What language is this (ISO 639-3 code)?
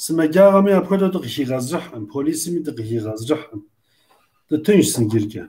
kbd